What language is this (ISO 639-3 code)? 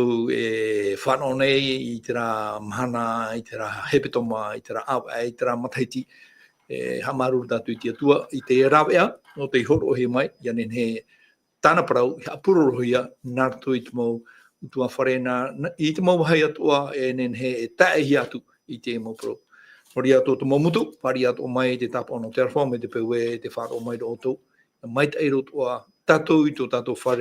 tah